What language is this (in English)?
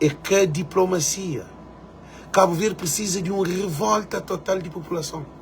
Kabuverdianu